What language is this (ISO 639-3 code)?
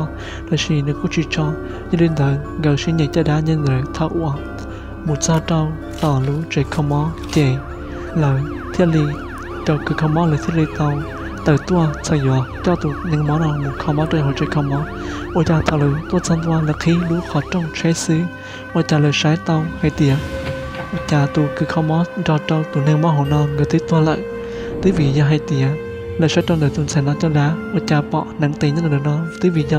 hmn